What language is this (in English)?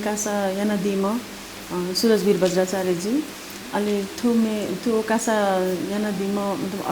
Newari